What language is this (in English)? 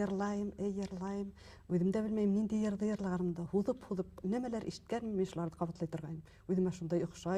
Bashkir